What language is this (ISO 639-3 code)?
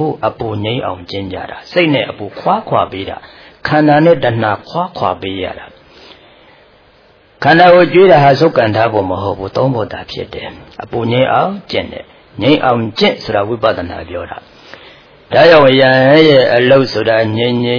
mya